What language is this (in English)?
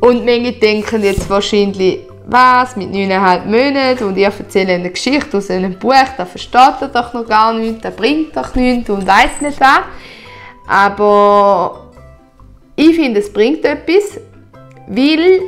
Swiss German